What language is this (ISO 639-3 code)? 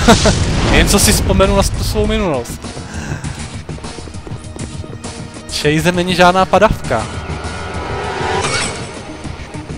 ces